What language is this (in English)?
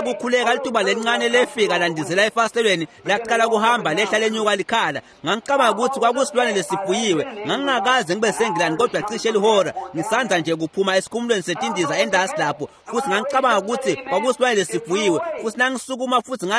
Swati